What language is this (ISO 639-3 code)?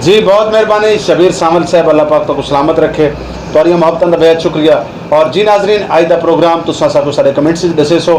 skr